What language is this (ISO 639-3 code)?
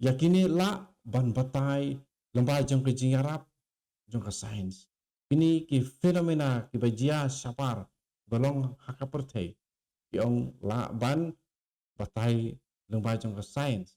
kha